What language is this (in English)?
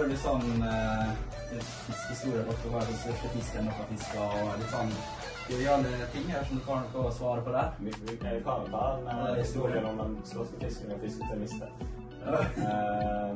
Norwegian